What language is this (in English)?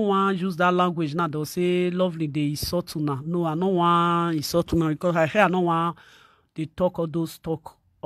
Nigerian Pidgin